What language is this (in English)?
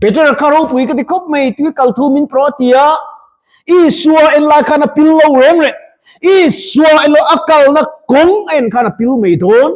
Mizo